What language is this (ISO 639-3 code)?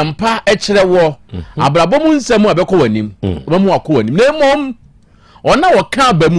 aka